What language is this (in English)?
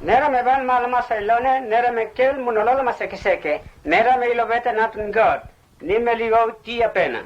Mota